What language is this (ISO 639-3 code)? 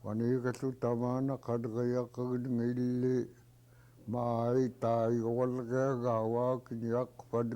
esu